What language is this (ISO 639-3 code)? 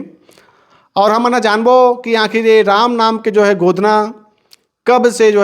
hne